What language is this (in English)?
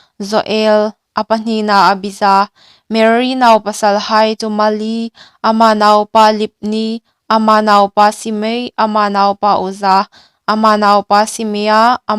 Hmar